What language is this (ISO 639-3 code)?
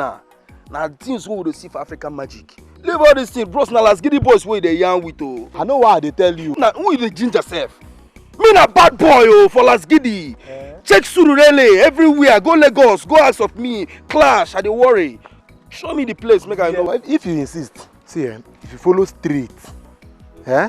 pcm